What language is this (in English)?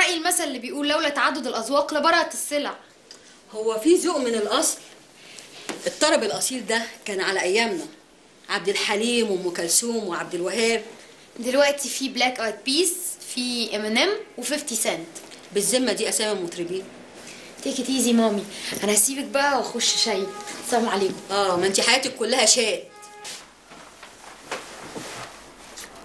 Egyptian Arabic